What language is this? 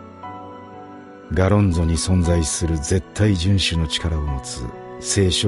Japanese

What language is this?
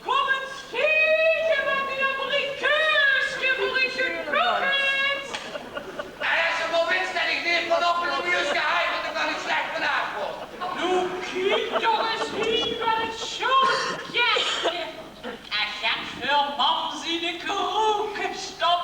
Limburgish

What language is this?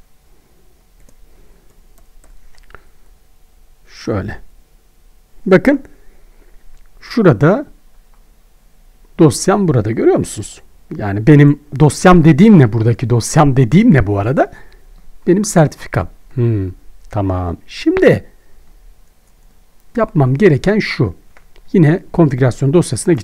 Turkish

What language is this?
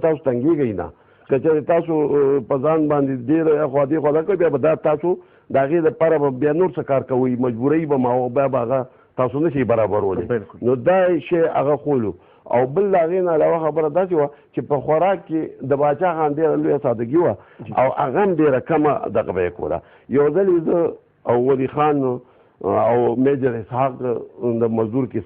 Pashto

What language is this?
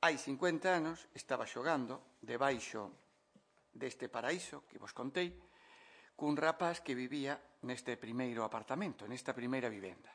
Galician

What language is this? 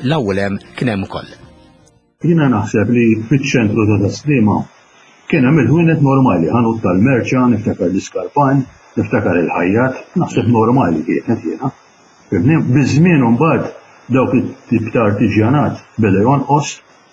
Maltese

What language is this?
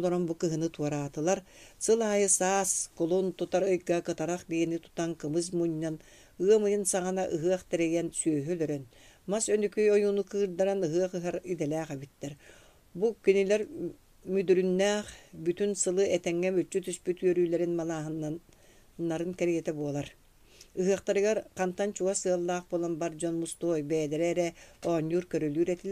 Yakut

